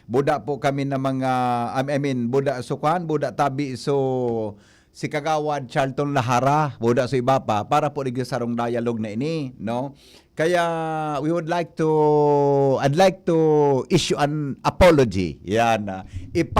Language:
Bikol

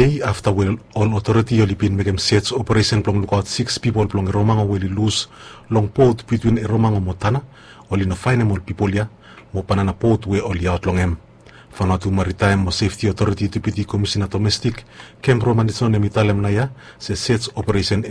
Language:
Bislama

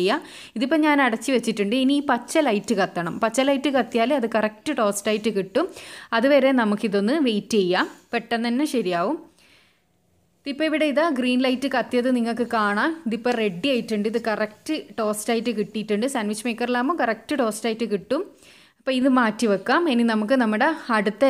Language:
Malayalam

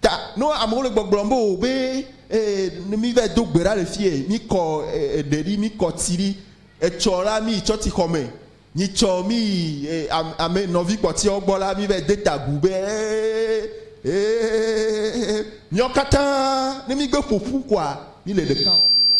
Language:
Ewe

